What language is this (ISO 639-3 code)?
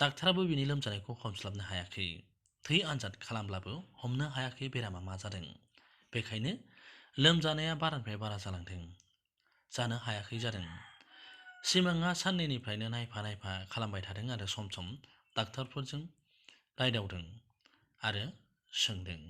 brx